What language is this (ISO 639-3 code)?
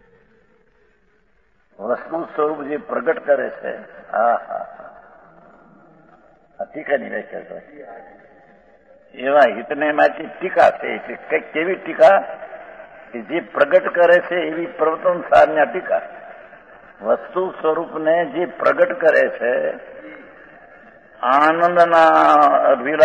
guj